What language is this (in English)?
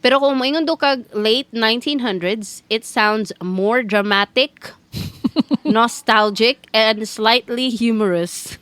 Cebuano